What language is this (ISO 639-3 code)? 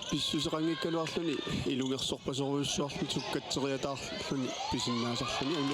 kal